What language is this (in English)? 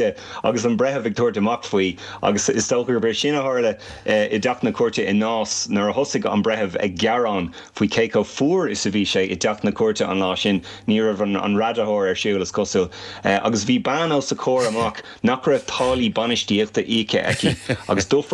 Irish